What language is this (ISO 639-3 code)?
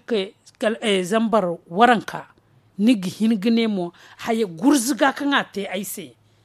dje